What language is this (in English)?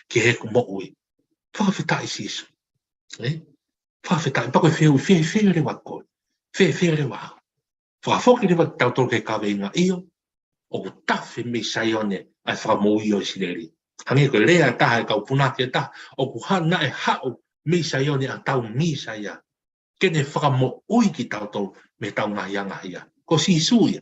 Tongan